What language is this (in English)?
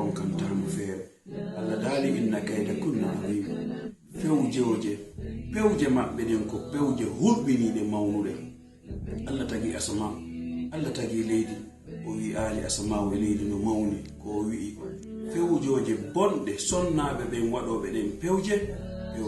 Fula